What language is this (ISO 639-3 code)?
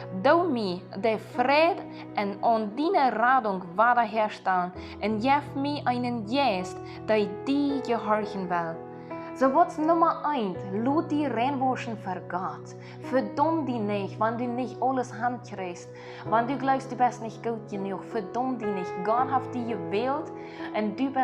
pdt